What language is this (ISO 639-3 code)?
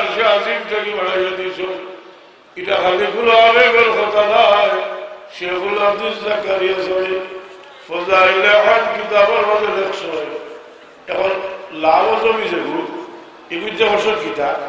syl